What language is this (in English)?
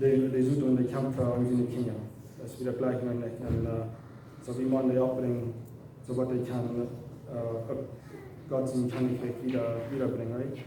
Plautdietsch